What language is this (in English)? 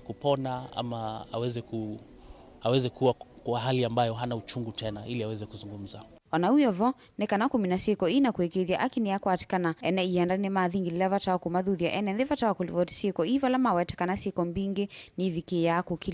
Kamba